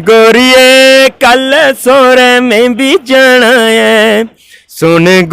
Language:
Dogri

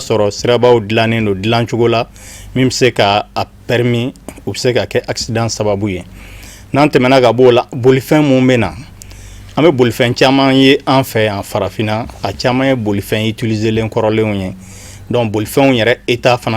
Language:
Bambara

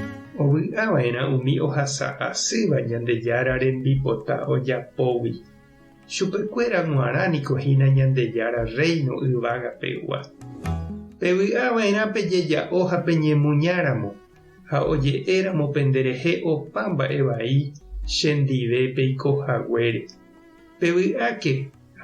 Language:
Guarani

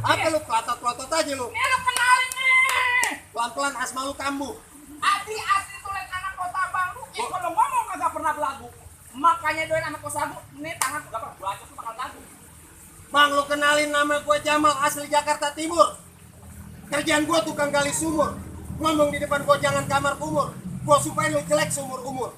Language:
Betawi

